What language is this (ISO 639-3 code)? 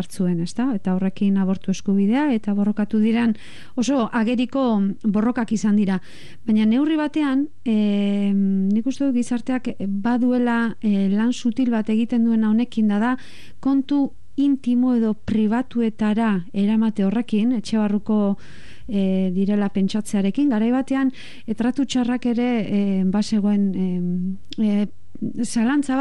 eus